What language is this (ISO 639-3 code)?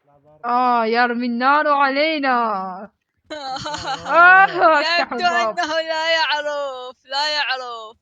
acm